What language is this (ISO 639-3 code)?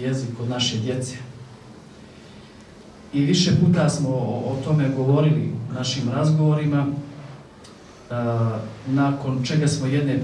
bos